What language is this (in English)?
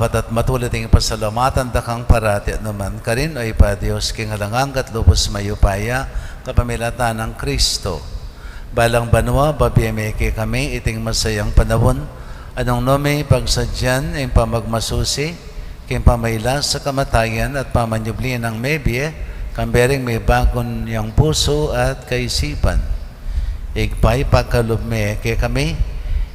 Pampanga